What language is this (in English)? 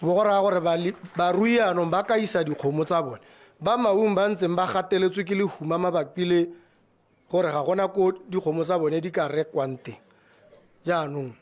Tswana